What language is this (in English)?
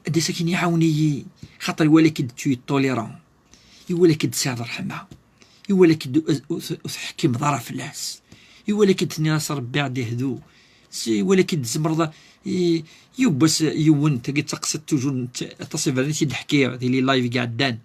Kabyle